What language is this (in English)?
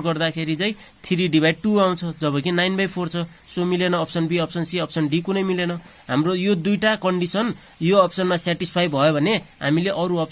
Nepali